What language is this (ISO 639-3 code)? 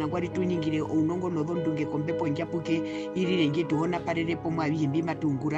her